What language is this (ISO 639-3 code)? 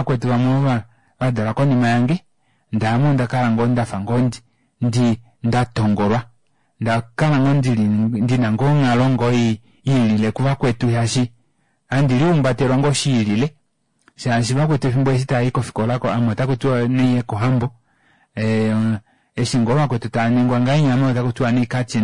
kua